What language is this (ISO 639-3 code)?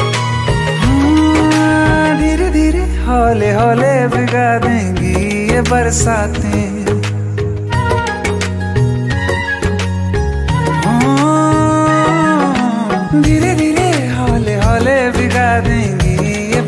hin